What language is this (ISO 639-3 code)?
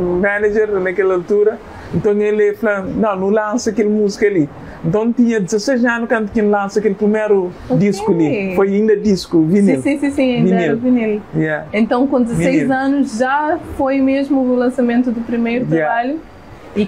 kea